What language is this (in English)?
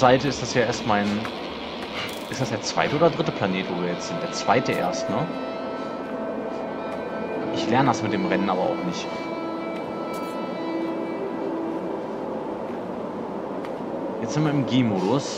German